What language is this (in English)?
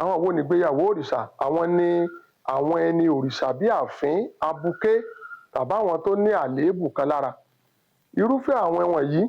Yoruba